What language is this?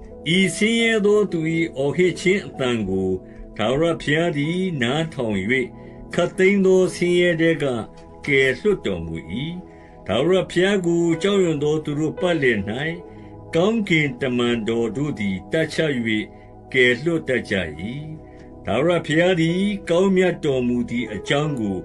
Burmese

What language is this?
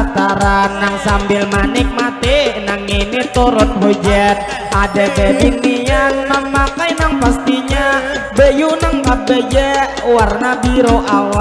Banjar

